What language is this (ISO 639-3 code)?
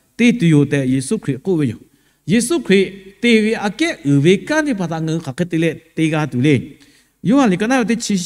lhu